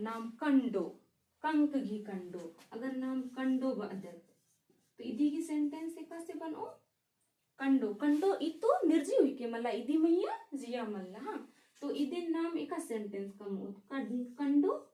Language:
Kurukh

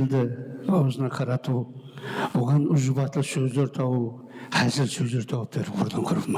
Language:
Kara-Kalpak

